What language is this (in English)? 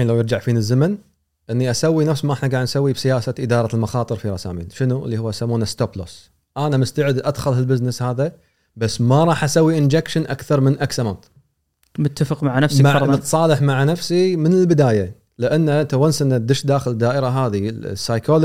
Gulf Arabic